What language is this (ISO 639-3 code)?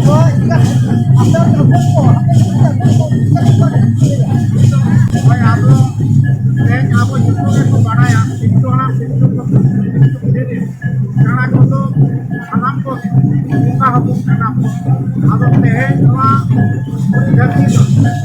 sat